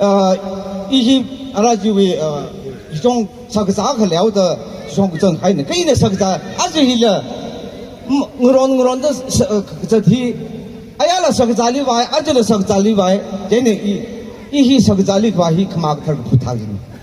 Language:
Tangkhul Naga (India)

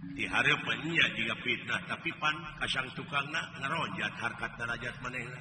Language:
Sundanese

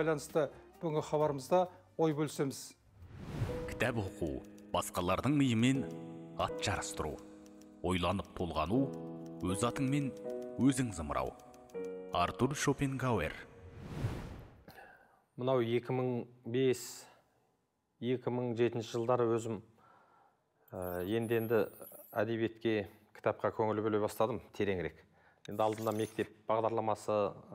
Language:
Kazakh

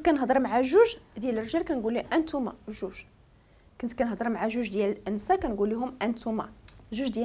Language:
Moroccan Arabic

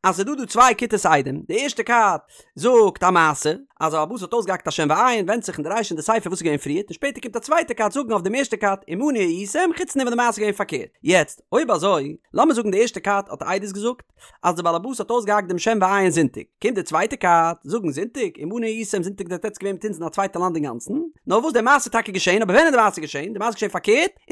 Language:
Yiddish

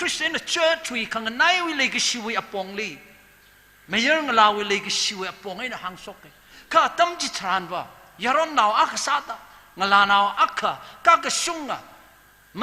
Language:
Tangkhul Naga (India)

